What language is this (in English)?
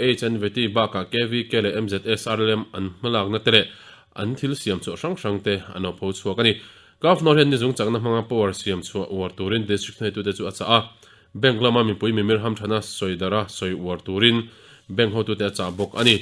Mizo